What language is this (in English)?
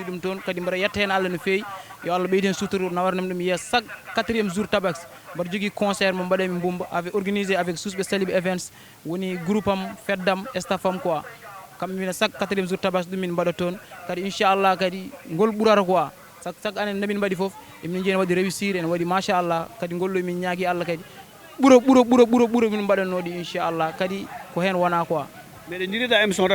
Fula